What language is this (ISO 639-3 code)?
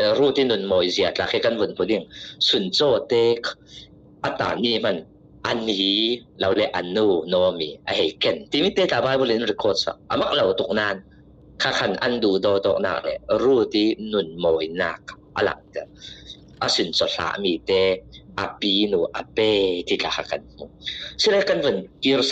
cfm